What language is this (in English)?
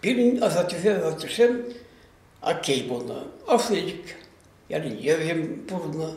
Chuvash